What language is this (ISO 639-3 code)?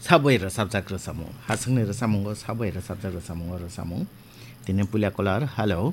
trp